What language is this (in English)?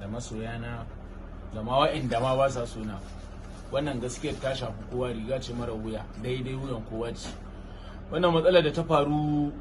Hausa